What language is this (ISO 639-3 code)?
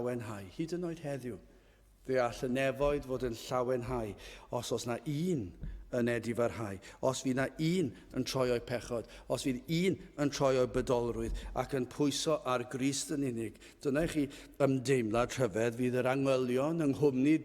cym